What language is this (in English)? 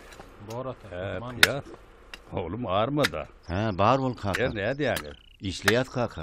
Turkmen